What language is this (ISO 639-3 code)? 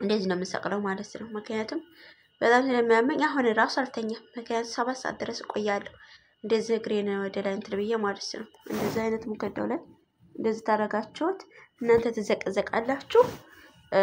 amh